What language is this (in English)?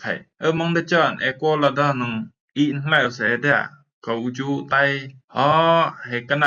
Rumai Palaung